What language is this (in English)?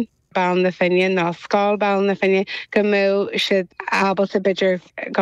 Irish